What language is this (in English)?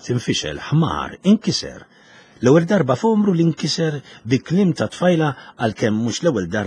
Maltese